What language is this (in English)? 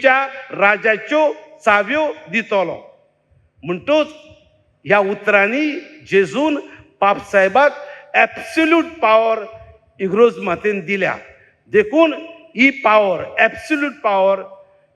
Konkani